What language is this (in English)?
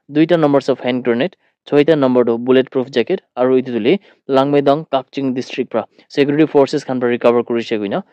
Naga Pidgin